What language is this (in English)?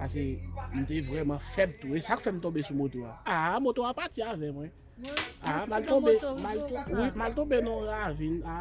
Haitian Creole